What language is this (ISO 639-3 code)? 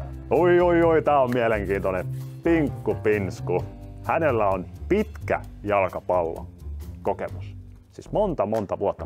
fin